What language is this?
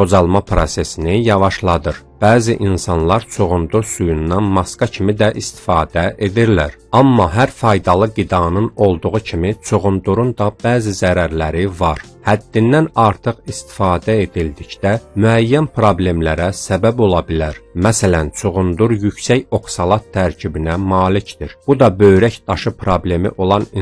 Azerbaijani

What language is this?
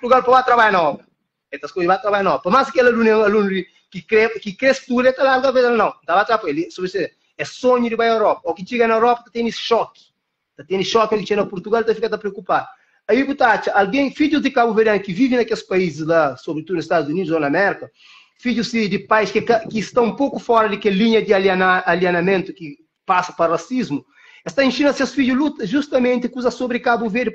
Kabuverdianu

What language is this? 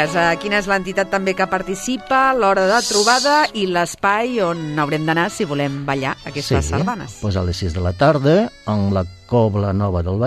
Catalan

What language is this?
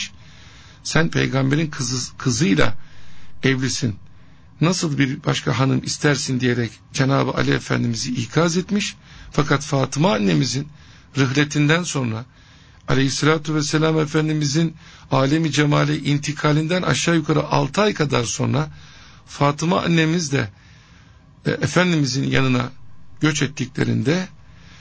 Turkish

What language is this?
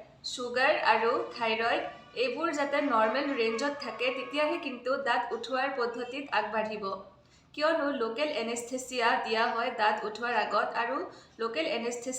Assamese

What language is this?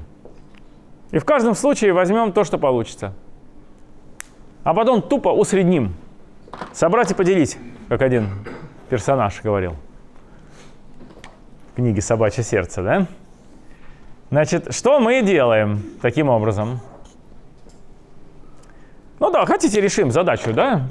Russian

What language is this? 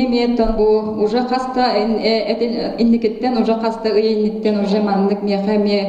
Yakut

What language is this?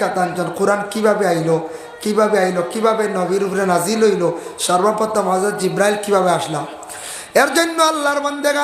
Sylheti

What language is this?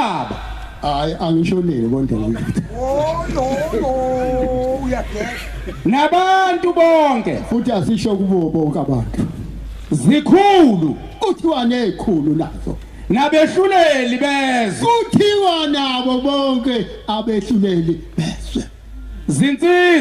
Zulu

